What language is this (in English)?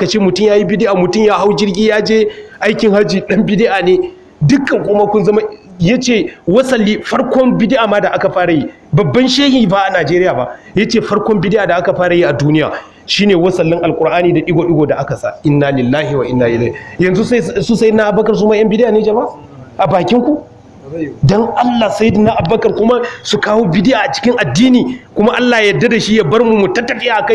Hausa